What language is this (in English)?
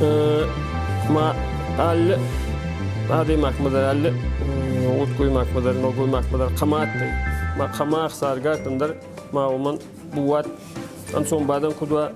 Ossetic